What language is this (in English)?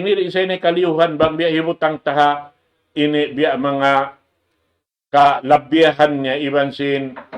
Tausug